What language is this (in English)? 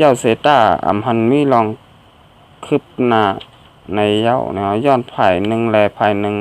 Shan